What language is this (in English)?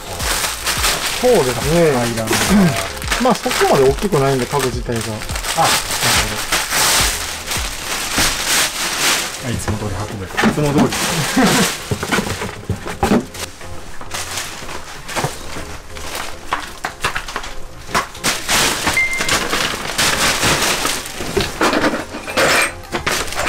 Japanese